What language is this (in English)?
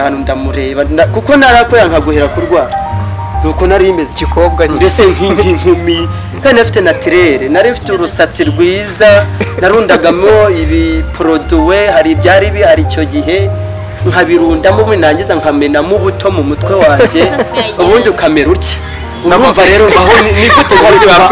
Kinyarwanda